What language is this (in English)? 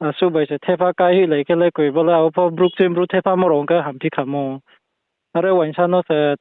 Riang (India)